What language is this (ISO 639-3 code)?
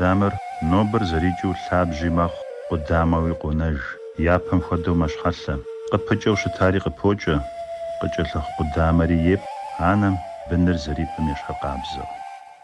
kbd